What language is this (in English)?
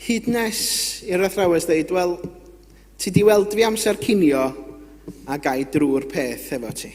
Welsh